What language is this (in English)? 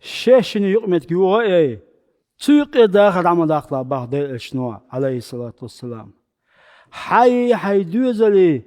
Chechen